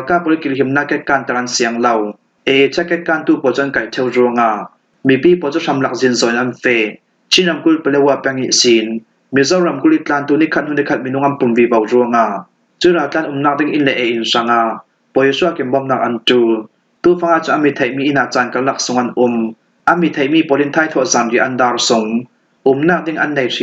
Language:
Falam Chin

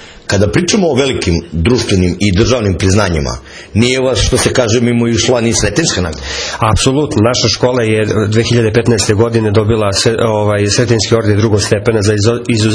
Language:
Serbian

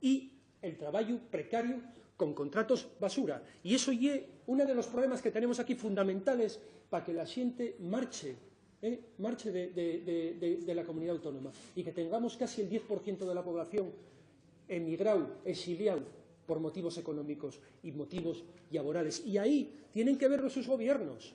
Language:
Asturian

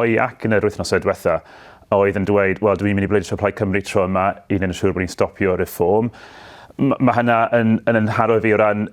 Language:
Welsh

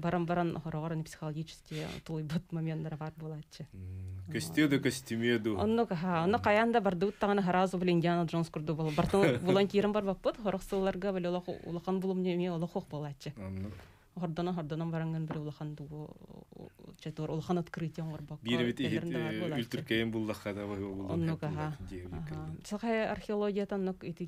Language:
Yakut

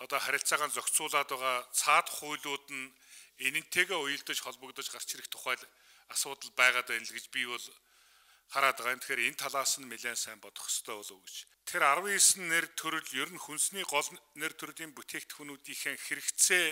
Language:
Mongolian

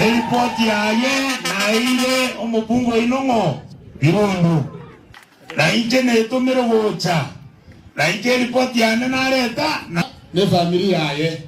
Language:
Gusii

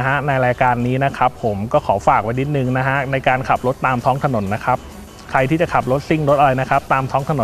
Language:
Thai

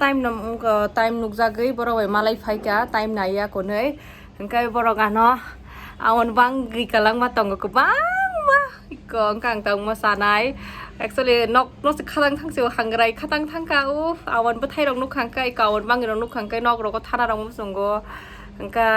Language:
Kok Borok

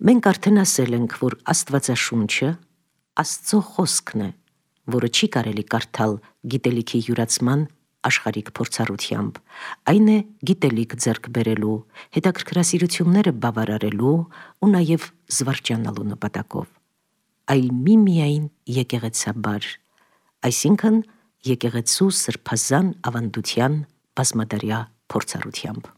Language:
Armenian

